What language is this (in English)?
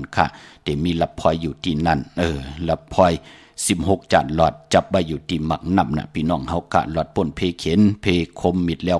Shan